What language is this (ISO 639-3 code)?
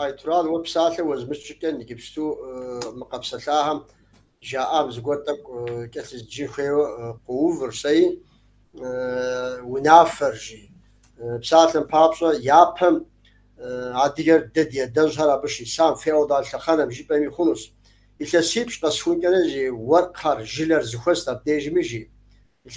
kbd